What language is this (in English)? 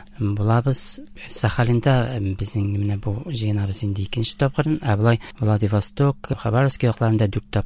Tatar